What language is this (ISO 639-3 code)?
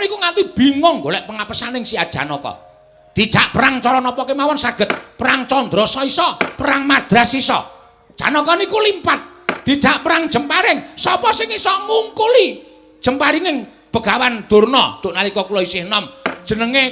jav